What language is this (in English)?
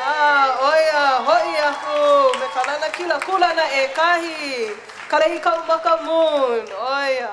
Hawaiian